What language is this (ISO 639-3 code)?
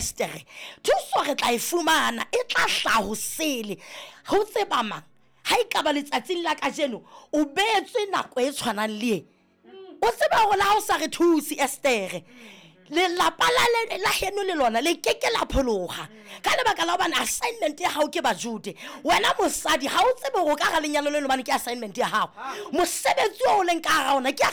sot